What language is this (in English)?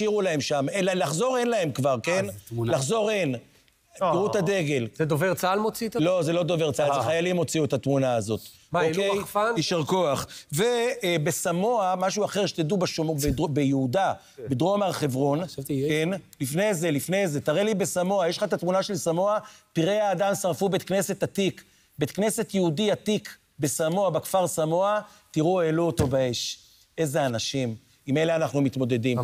Hebrew